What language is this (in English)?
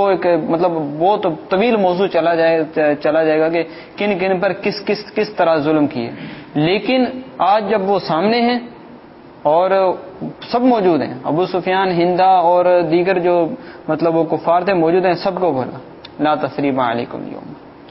Urdu